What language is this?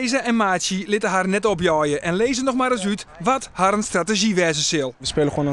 Western Frisian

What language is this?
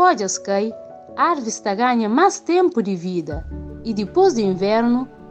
Kabuverdianu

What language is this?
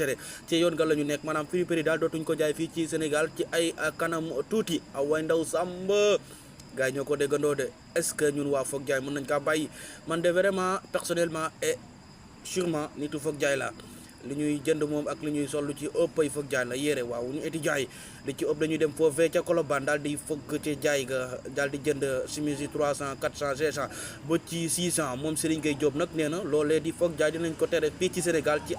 Wolof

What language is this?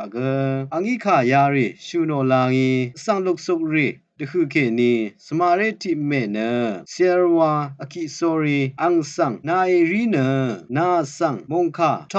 Rawang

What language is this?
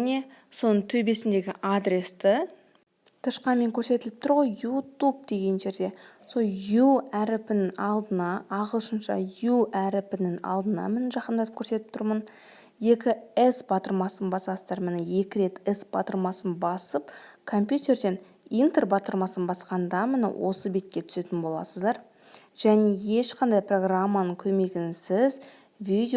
Kazakh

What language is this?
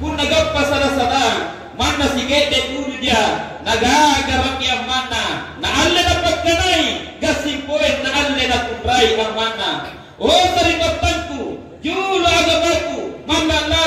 Makasar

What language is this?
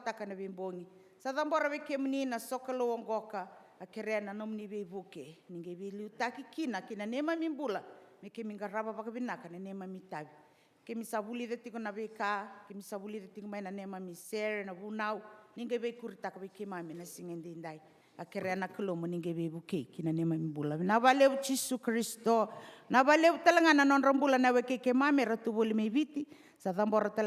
Fijian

